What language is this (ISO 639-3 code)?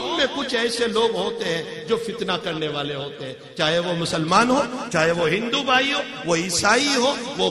urd